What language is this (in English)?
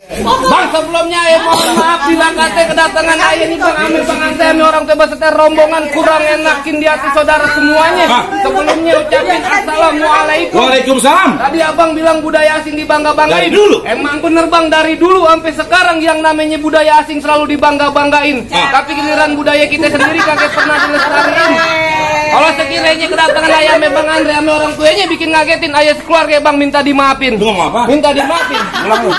Betawi